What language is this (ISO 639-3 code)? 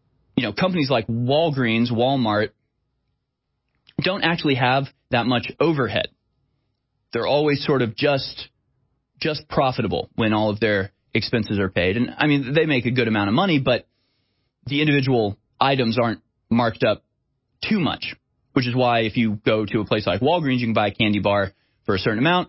eng